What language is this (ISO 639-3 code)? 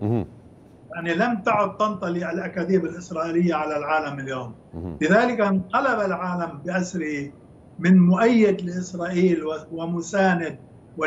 ara